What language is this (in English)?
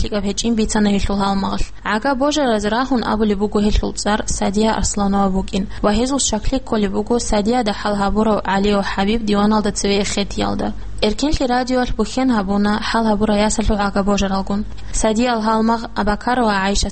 Avaric